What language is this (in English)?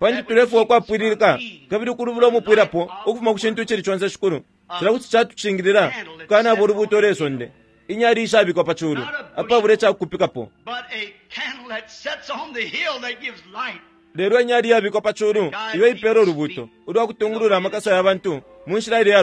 Bemba